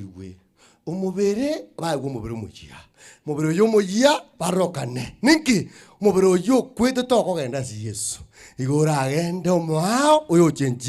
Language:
Gusii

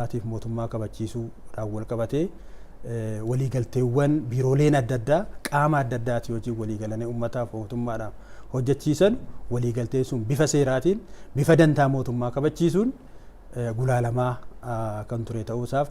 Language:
Oromo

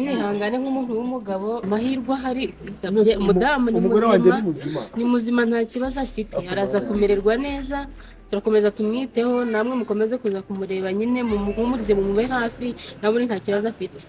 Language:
Kinyarwanda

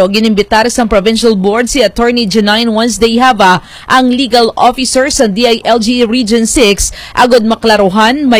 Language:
Hiligaynon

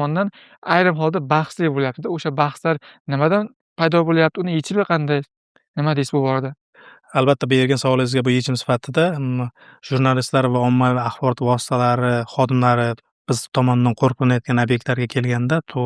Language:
Uzbek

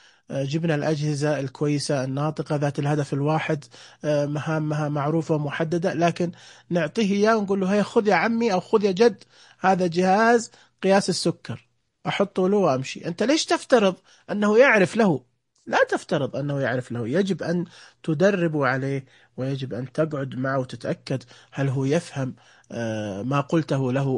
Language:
Najdi Arabic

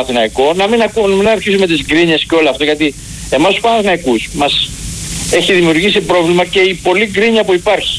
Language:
Greek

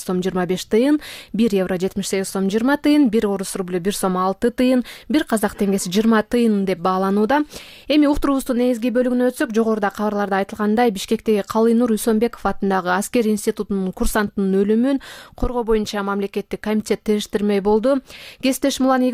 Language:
Kyrgyz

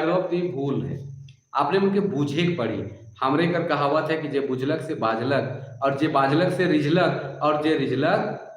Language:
Sadri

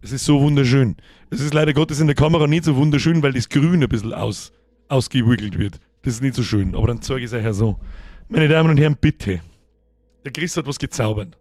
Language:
Bavarian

